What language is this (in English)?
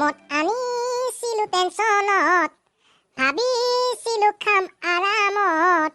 Assamese